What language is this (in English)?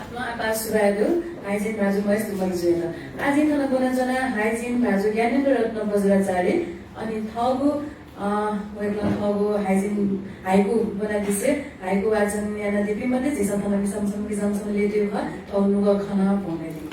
Newari